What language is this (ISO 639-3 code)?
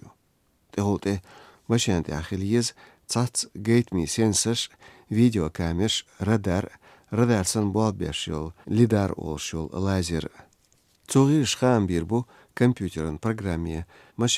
che